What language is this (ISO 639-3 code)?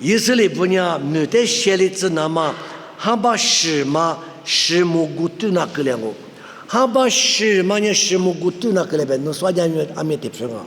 lis